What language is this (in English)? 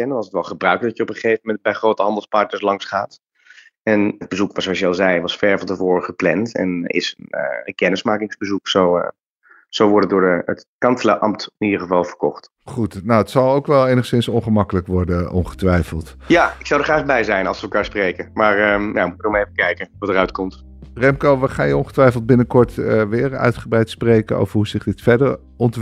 Dutch